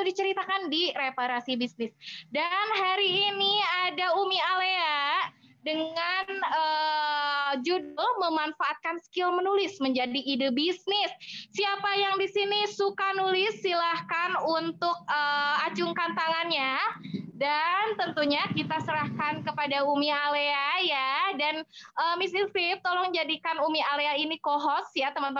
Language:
Indonesian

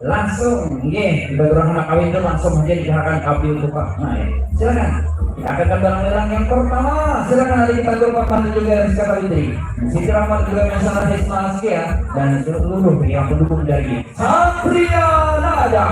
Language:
Banjar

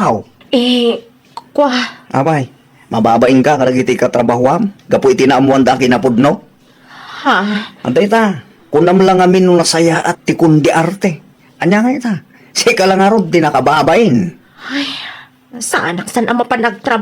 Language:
Iloko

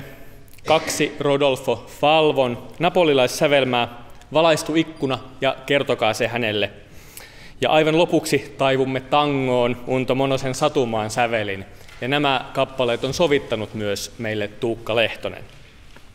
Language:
Finnish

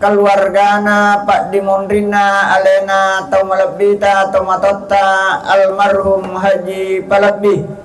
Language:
Buginese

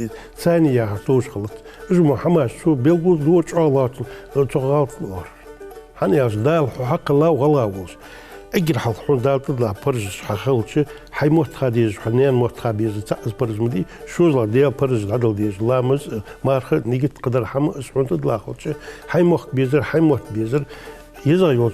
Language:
Ingush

